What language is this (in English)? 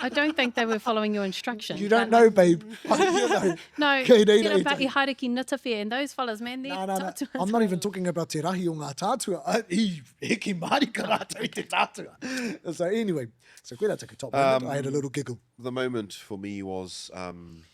Māori